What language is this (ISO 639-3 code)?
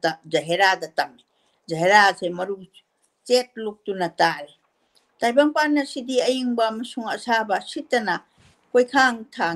mni